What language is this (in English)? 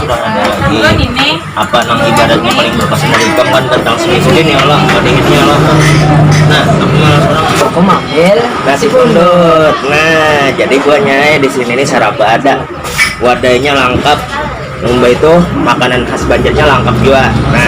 Banjar